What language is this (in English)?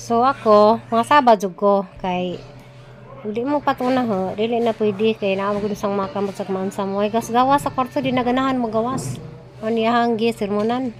Cebuano